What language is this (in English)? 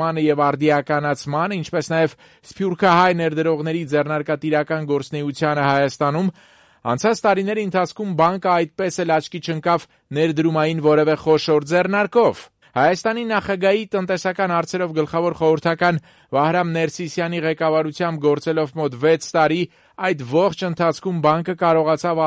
Armenian